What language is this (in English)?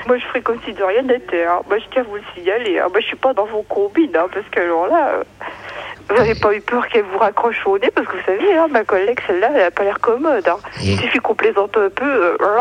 French